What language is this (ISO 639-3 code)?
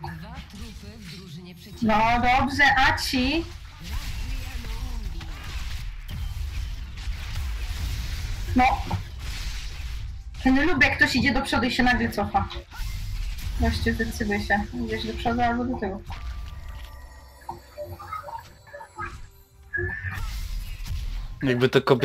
pol